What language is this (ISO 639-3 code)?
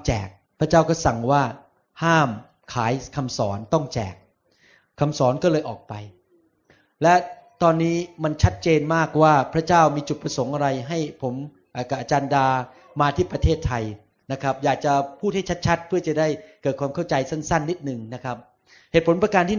tha